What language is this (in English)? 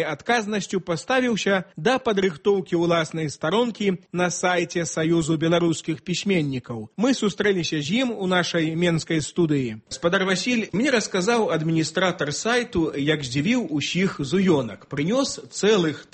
Belarusian